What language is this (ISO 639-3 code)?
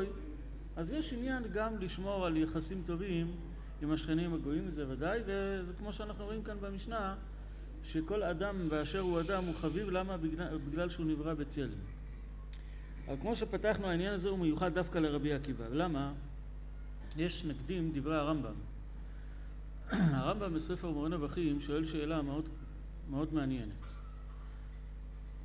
heb